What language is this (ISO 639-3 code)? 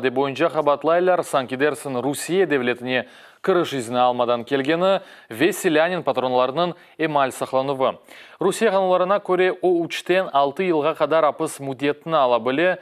crh